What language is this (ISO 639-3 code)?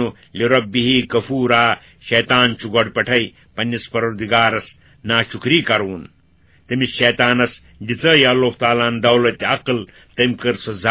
kas